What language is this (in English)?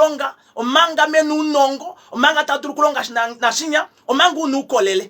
Kuanyama